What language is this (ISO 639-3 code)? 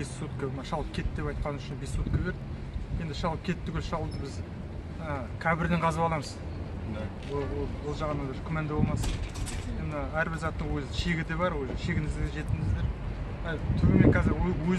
kaz